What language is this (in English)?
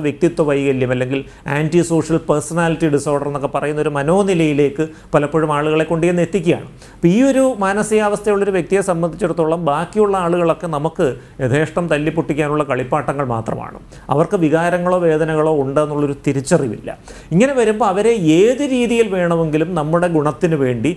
Malayalam